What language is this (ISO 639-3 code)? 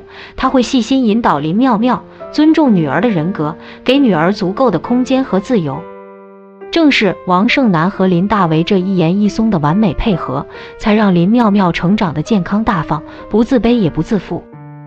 zho